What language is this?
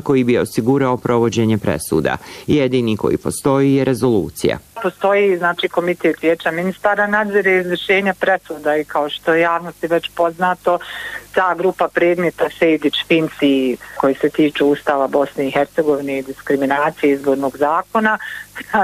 Bosnian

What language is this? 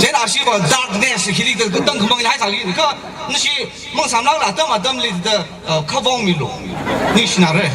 Tangkhul Naga (India)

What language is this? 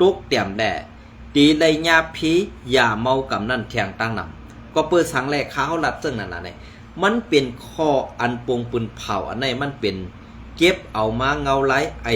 Shan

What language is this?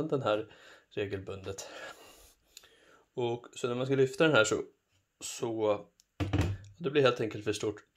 Swedish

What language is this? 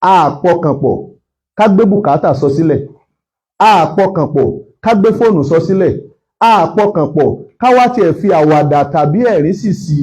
Yoruba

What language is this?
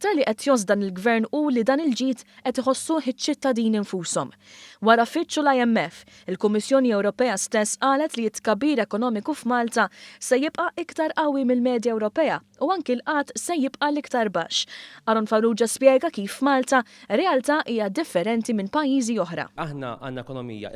Maltese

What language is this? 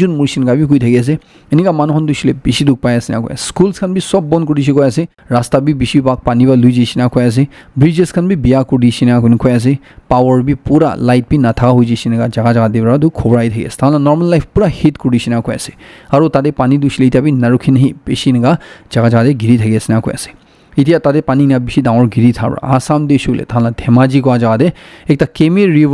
Naga Pidgin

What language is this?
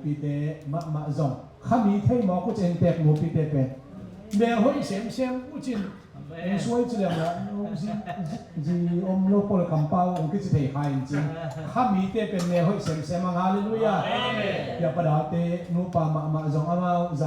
Tedim Chin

